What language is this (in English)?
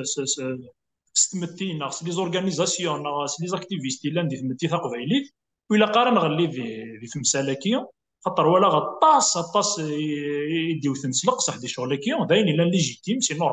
Kabyle